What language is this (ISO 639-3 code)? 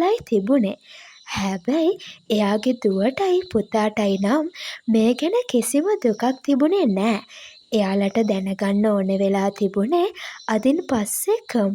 sin